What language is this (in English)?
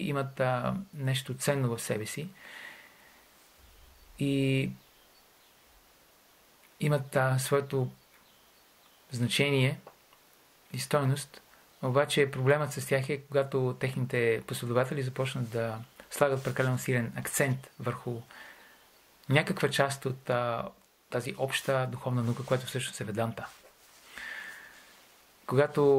Bulgarian